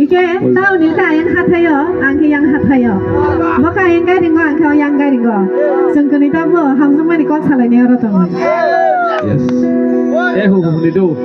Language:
Kok Borok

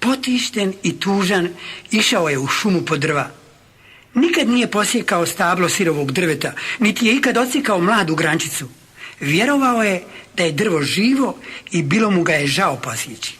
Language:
Bosnian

